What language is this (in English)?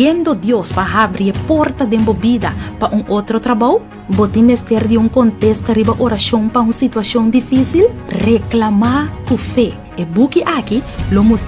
Papiamento